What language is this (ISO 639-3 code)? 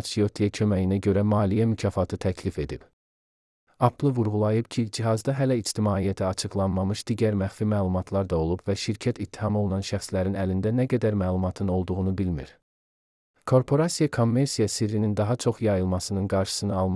aze